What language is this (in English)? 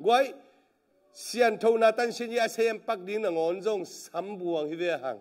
Tedim Chin